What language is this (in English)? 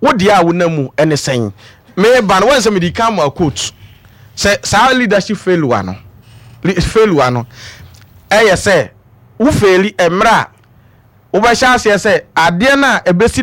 Akan